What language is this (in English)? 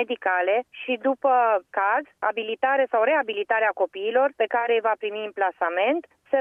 Romanian